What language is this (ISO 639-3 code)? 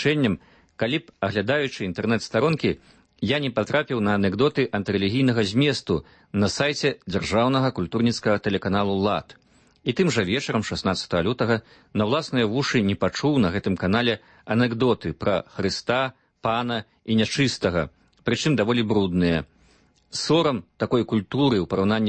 bel